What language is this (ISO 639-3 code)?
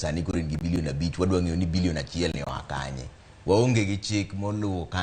luo